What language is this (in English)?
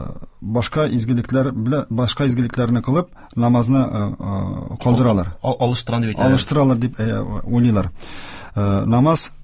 Tatar